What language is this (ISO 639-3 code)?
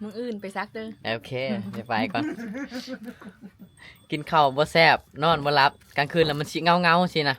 lao